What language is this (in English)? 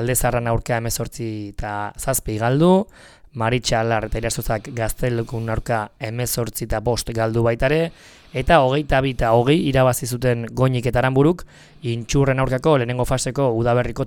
Basque